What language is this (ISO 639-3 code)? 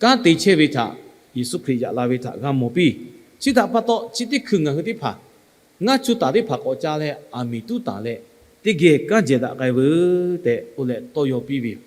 lhu